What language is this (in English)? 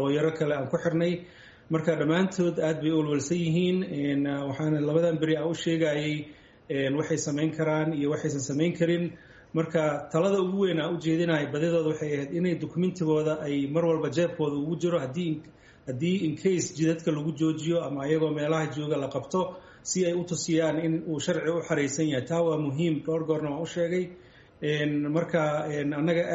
Somali